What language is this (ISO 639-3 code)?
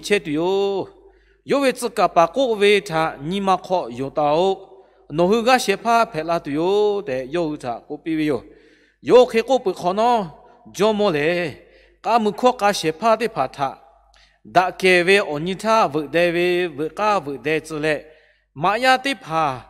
lhu